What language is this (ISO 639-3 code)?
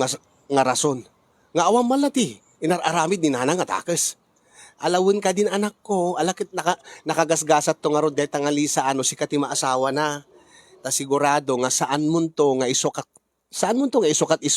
ilo